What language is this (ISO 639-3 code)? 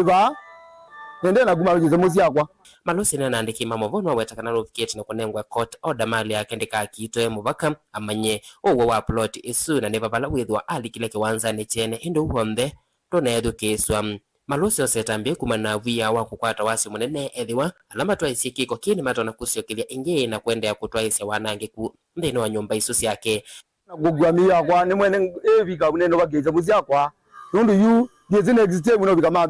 kam